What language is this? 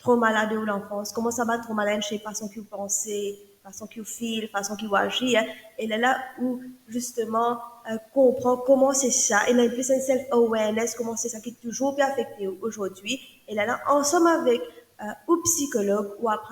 Morisyen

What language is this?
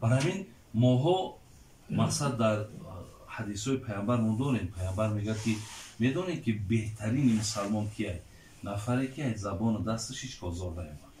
Tajik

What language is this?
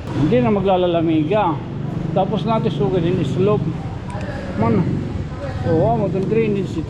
Waray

